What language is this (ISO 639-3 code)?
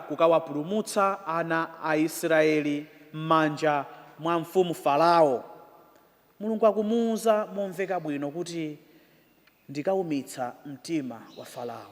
nya